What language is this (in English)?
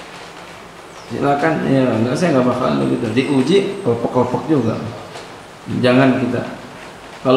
Indonesian